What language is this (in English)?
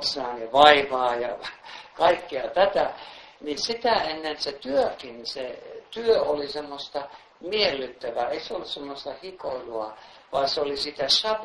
Finnish